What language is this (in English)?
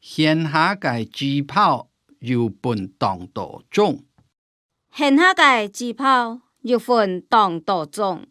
Hakka Chinese